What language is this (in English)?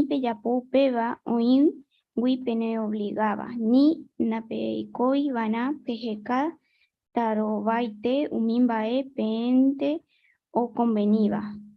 Guarani